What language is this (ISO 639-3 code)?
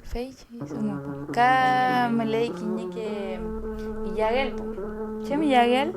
arn